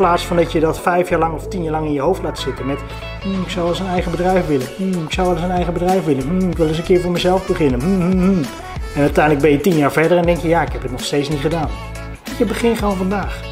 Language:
Dutch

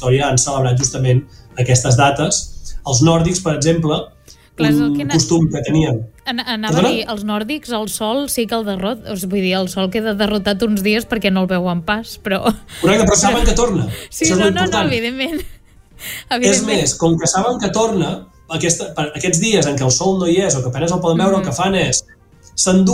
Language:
Catalan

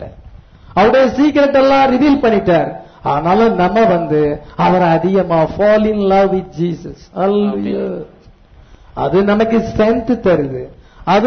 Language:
Tamil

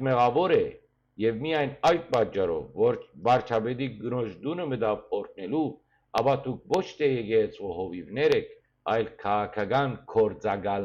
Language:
Western Armenian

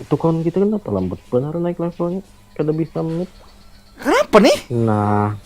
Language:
Banjar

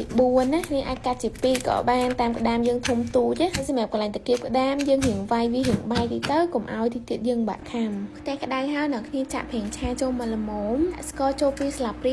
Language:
Khmer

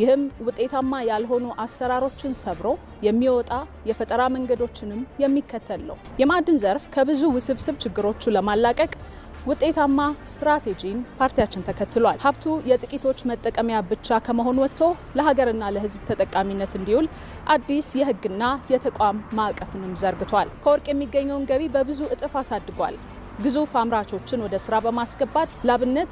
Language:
Amharic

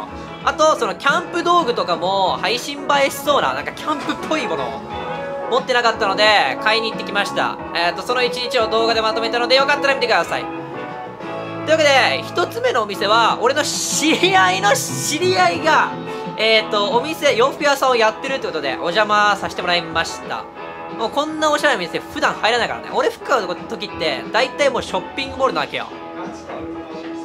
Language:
Japanese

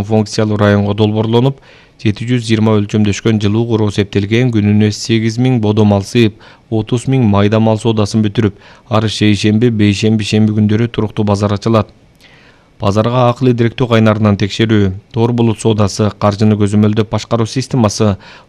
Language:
Kyrgyz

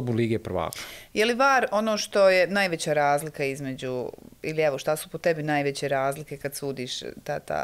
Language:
Bosnian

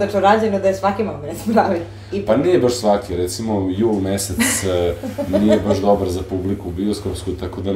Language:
Serbian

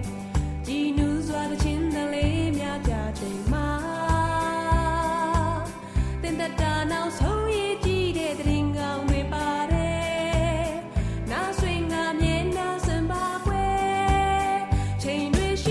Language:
Burmese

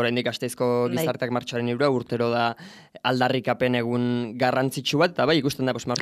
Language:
Basque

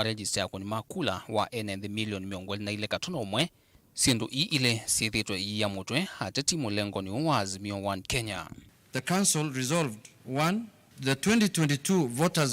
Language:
Kamba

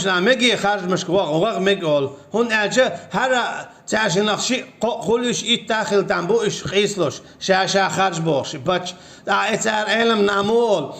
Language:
Chechen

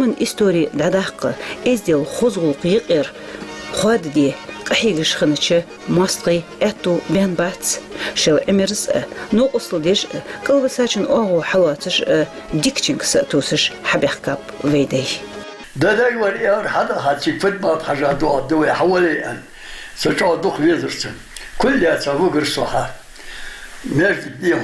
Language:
Ingush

